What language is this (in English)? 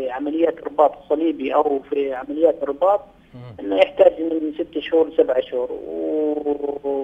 Arabic